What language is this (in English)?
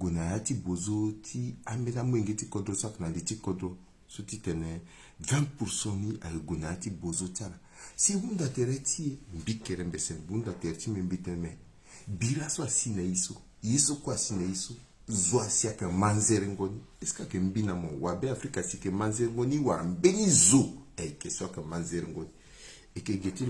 Sango